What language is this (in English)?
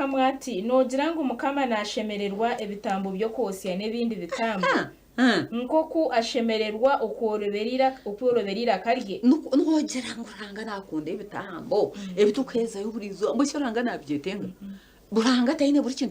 Nyankole